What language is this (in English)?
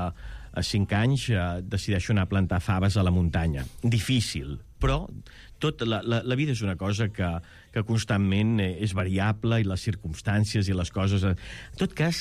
Catalan